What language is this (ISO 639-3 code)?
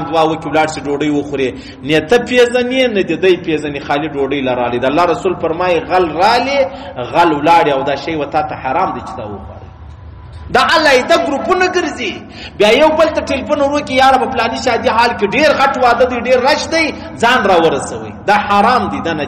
pus